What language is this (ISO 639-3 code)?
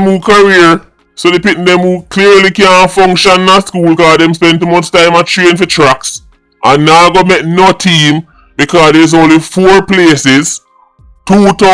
jam